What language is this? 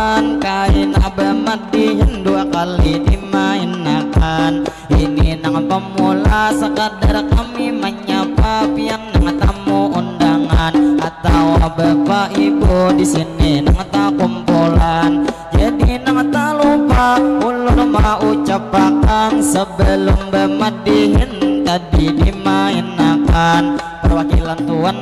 Banjar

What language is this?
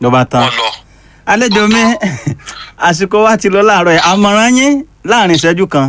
Yoruba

